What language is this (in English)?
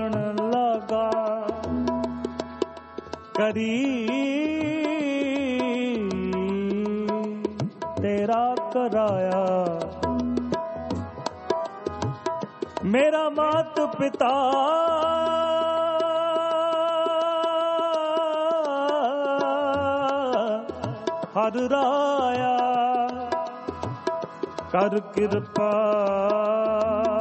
Punjabi